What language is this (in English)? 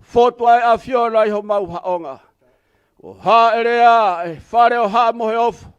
Tongan